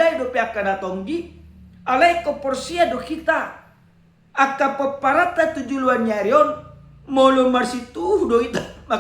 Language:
Batak Toba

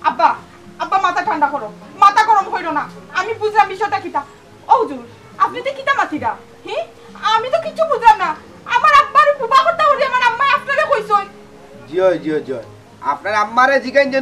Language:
Sylheti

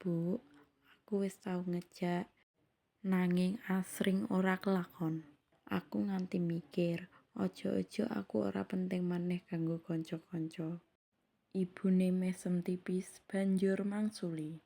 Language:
Javanese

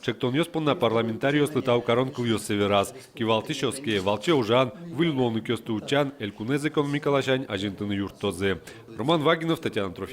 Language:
Udmurt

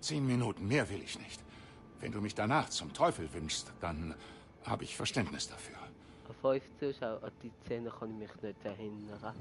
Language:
Swiss German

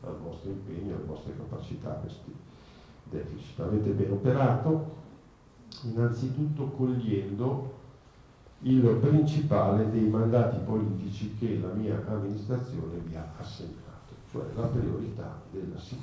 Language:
Italian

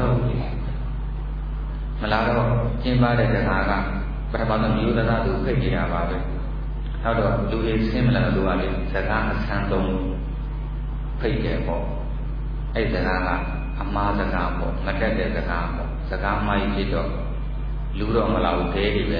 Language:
Burmese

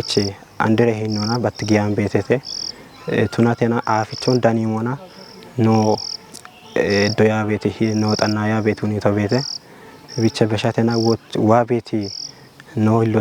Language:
Kafa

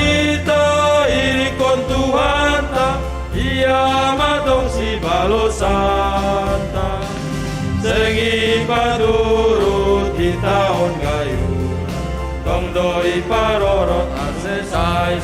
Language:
Batak Simalungun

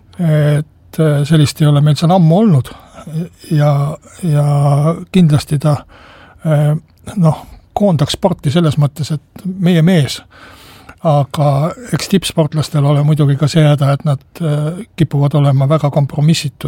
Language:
Estonian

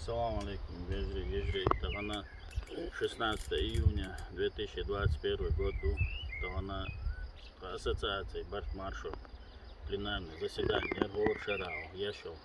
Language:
Chechen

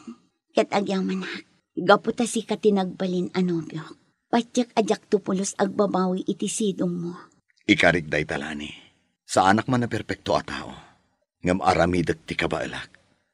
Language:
Iloko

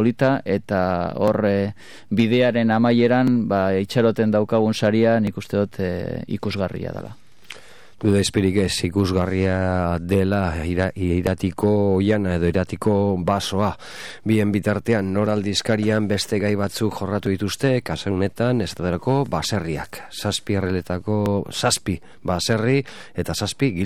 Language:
Basque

